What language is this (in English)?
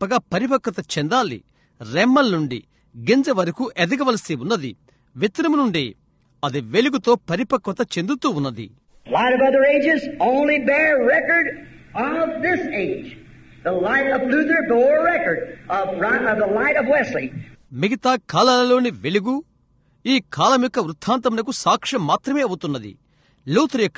Telugu